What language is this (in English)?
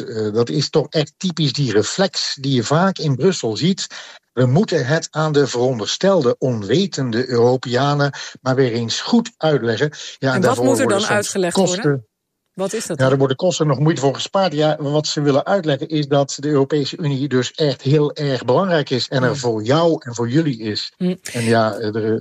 Dutch